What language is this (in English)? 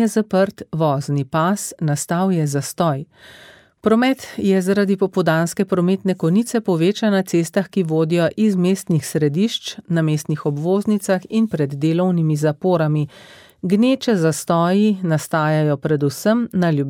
Slovenian